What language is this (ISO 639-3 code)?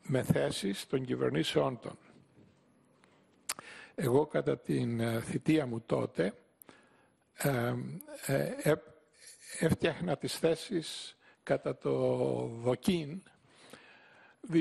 ell